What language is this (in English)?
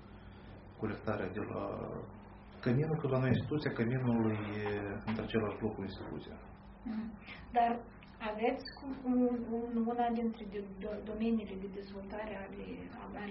Romanian